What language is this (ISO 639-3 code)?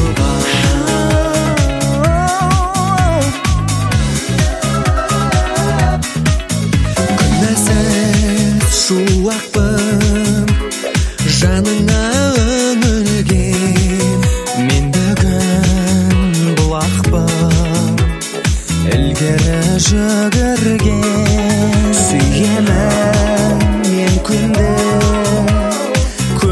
kaz